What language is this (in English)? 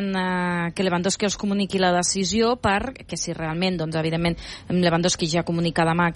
Catalan